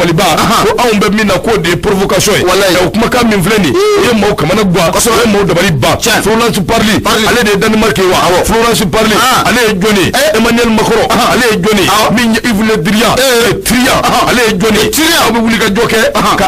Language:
Bambara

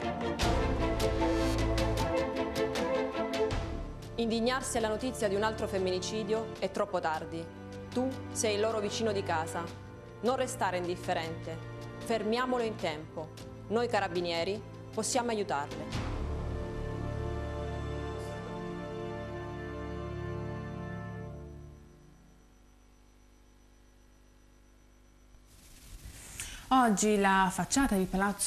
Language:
Italian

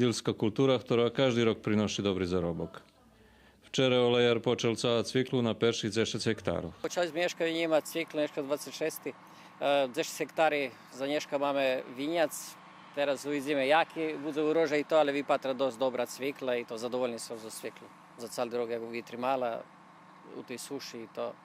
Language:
Rusyn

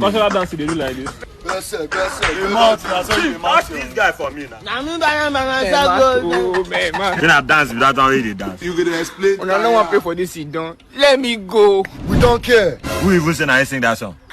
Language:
Nigerian Pidgin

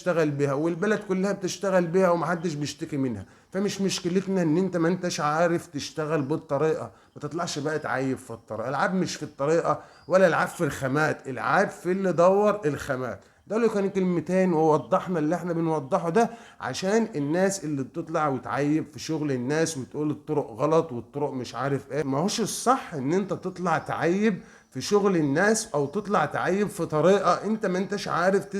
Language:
Egyptian Arabic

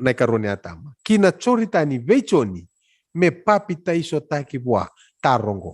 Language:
Fijian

